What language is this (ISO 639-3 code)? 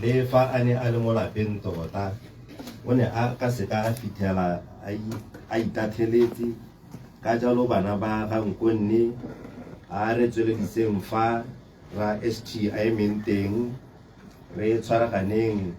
tsn